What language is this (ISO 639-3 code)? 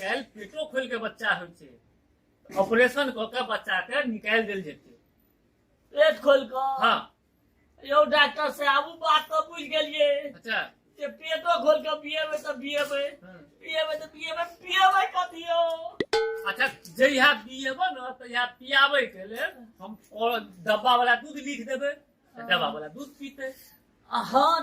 mai